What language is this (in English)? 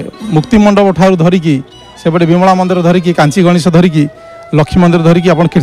Odia